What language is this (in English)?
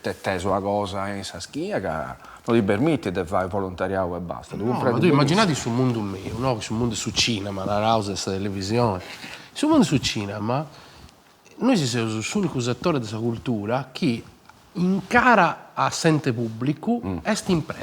Sardinian